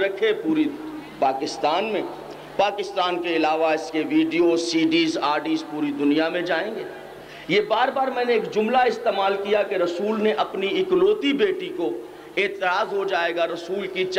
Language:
Urdu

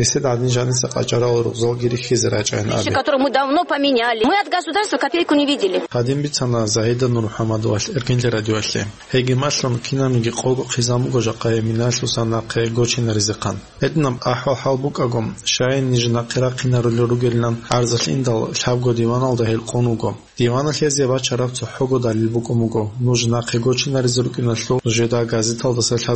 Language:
Avaric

